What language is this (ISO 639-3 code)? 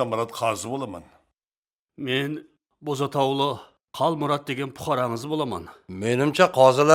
kaa